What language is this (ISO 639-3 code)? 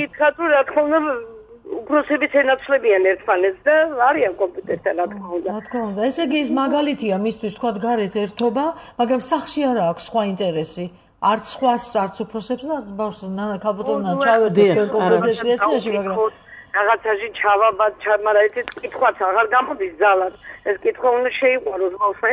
kat